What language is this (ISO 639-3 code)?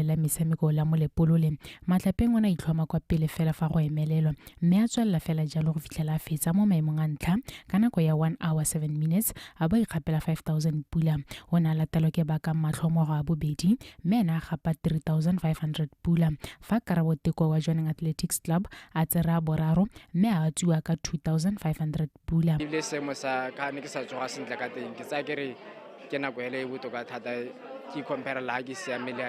tsn